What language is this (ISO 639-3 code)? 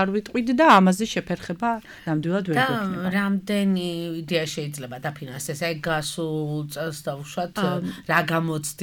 kat